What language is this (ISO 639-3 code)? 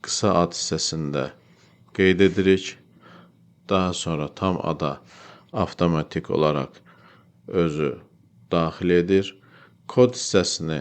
aze